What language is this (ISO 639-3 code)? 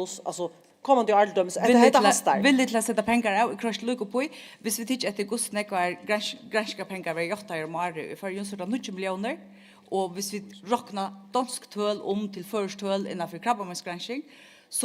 fao